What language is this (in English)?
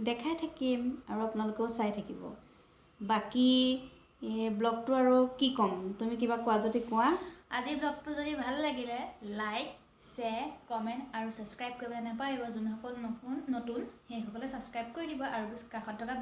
Assamese